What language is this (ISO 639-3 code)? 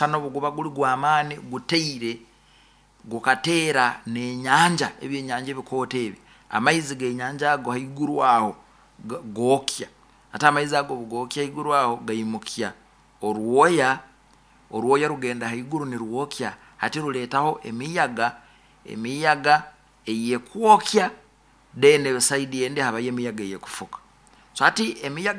nyo